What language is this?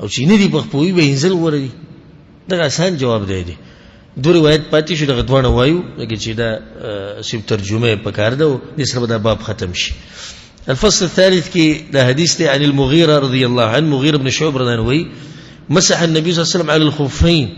Pashto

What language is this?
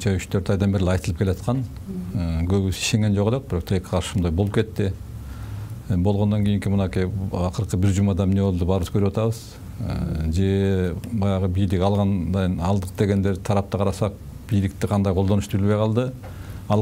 Kyrgyz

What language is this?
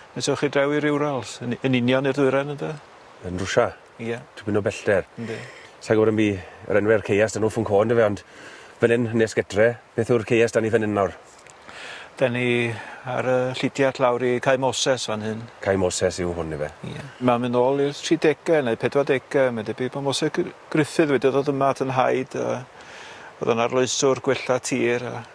Welsh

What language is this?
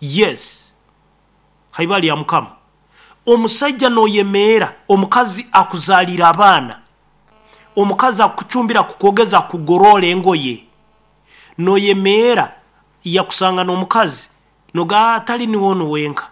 Nyankole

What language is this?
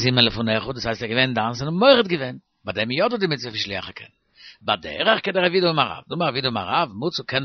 Yiddish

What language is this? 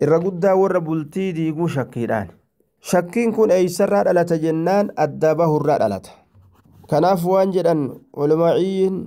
Oromo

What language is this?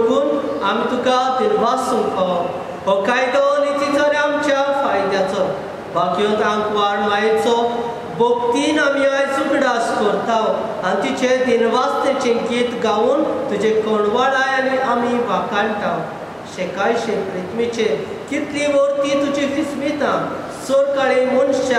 Konkani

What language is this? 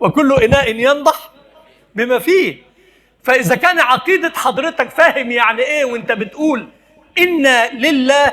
Egyptian Arabic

